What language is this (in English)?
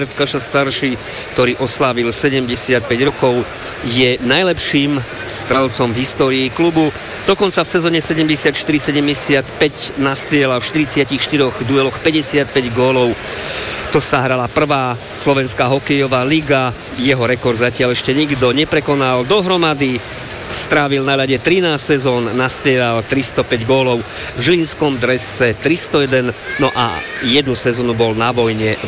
Slovak